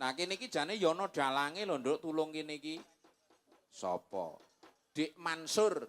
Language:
Javanese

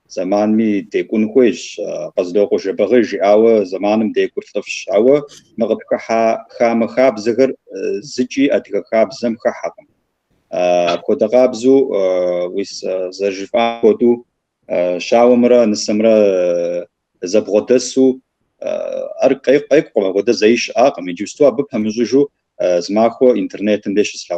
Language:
Kabardian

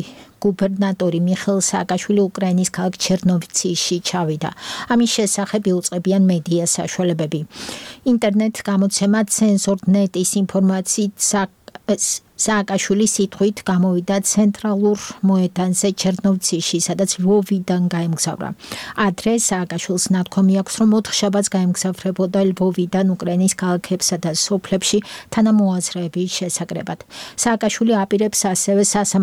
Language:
Georgian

